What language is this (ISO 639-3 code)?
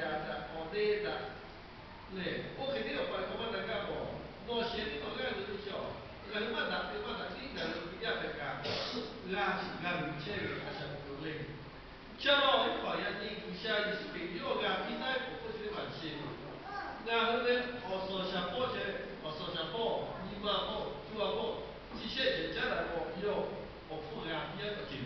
lhu